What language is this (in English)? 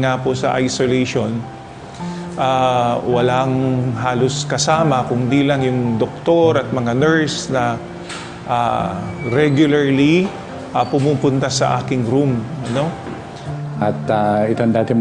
Pampanga